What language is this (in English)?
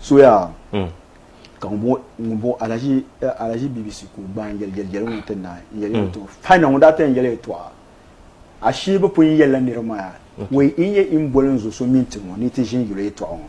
Dagbani